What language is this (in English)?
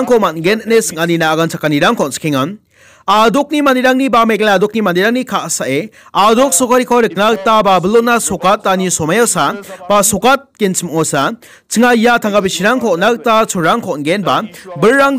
Garo